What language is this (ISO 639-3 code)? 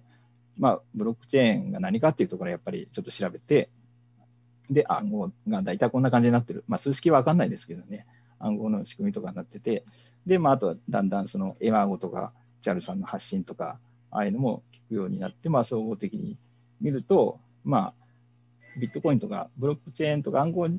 jpn